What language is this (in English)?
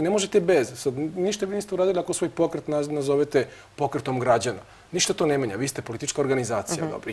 Serbian